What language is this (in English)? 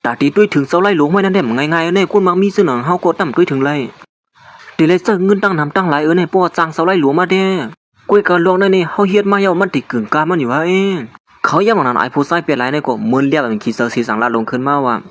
Shan